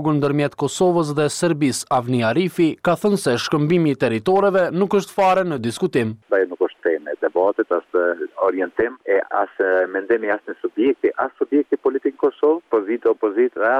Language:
Albanian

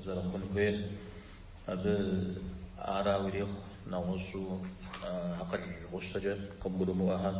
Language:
Kabardian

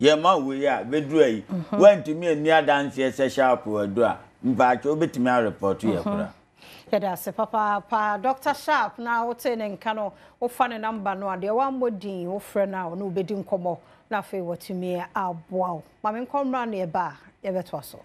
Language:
Akan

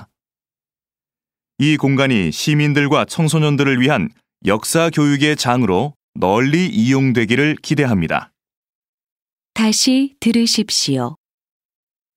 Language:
Korean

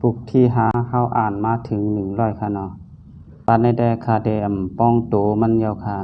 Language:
Shan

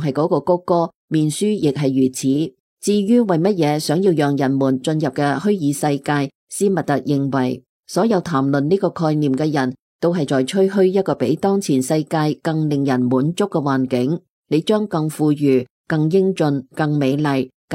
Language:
Cantonese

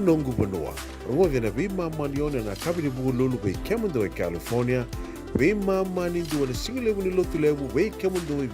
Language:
Fijian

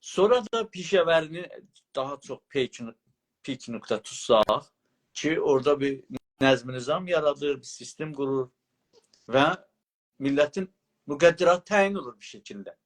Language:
South Azerbaijani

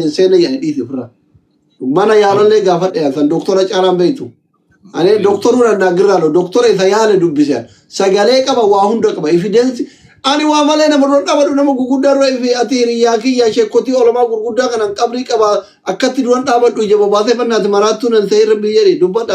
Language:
Oromo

